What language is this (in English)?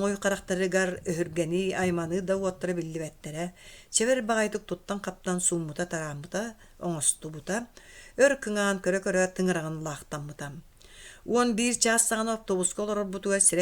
Yakut